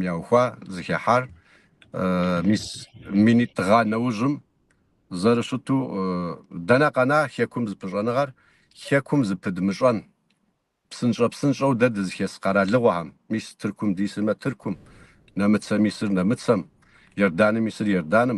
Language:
Kabardian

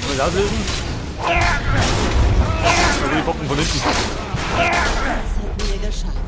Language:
Bavarian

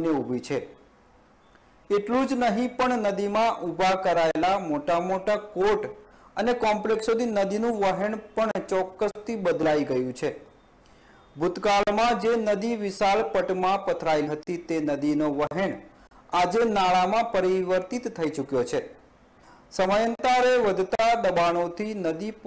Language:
Gujarati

